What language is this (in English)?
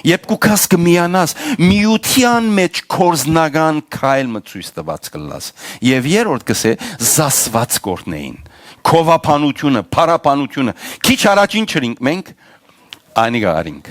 Western Armenian